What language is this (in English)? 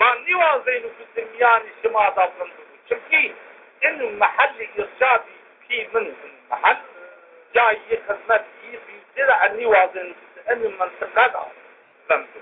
Zaza